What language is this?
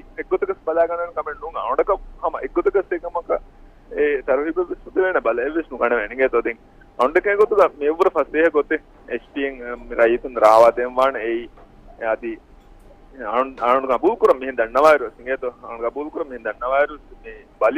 Divehi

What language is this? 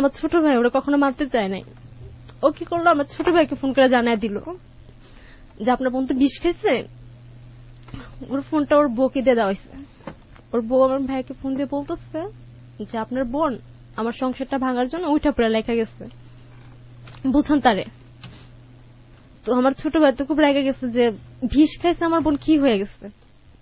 Bangla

